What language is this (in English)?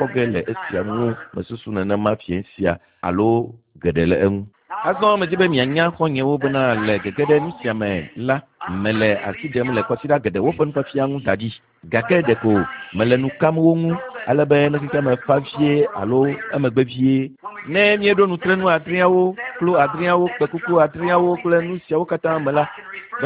Ewe